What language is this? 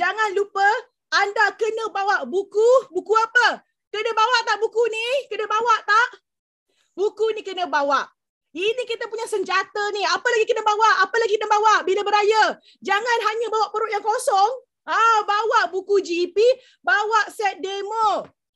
Malay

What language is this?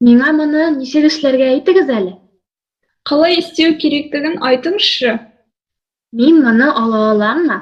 Tatar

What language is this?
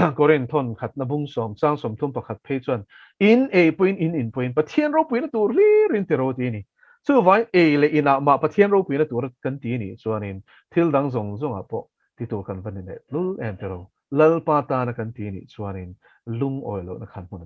Mizo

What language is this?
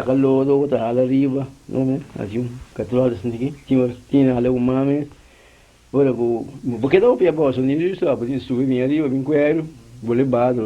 Papiamento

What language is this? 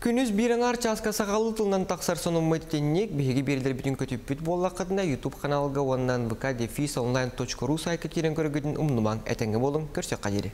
Yakut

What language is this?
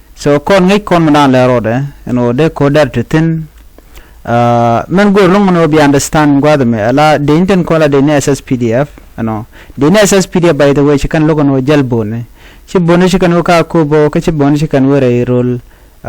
Nuer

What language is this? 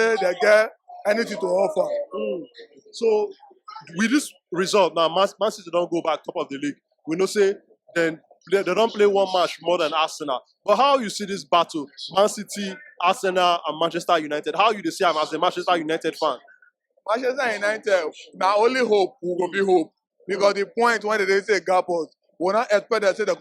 Nigerian Pidgin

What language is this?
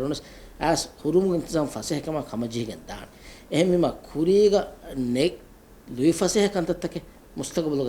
Divehi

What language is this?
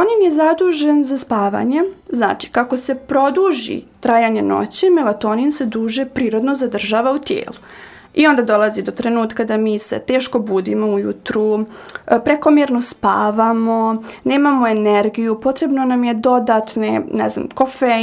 Serbian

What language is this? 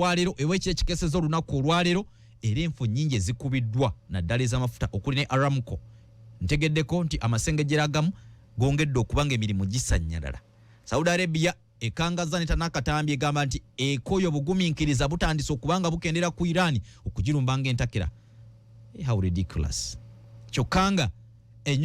Ganda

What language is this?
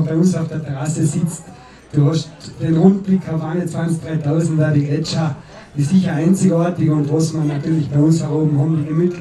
Bavarian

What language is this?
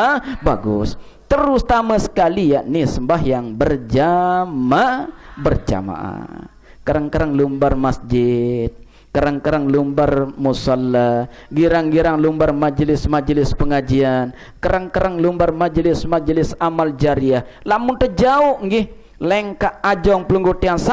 Sasak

